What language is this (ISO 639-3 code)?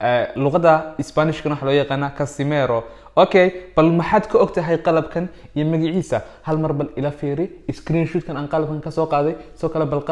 som